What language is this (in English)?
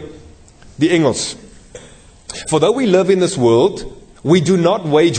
Afrikaans